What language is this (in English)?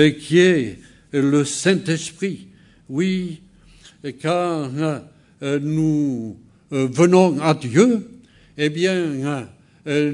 French